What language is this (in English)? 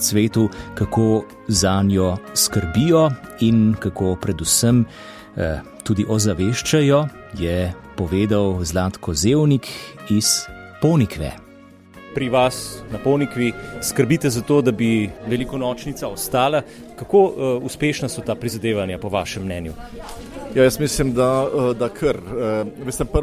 Slovenian